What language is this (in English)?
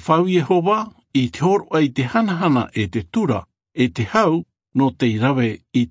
Tahitian